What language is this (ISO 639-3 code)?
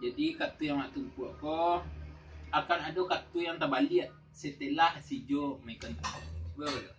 min